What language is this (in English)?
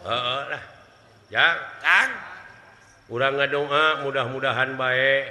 Sundanese